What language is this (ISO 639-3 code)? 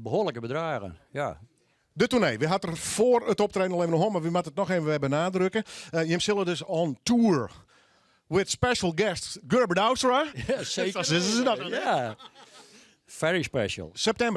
fry